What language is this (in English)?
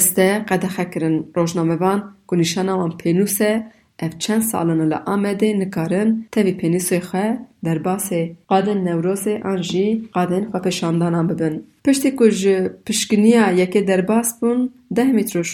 Kurdish